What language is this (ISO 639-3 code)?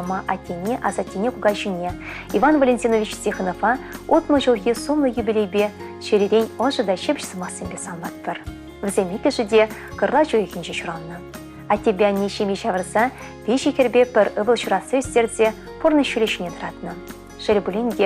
chv